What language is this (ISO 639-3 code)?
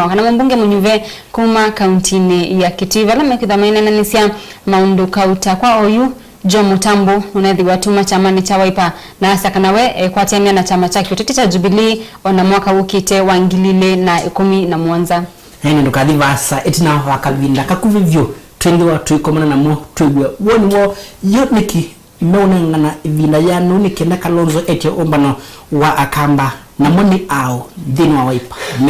kam